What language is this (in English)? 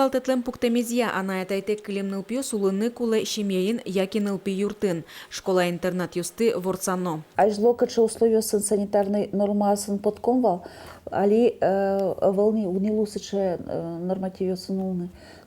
Udmurt